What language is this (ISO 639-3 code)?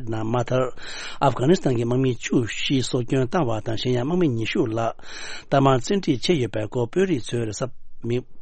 bod